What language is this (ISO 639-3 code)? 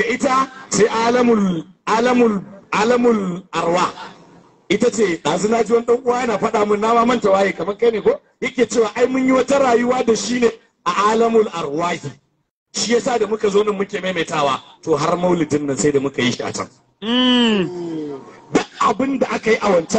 hau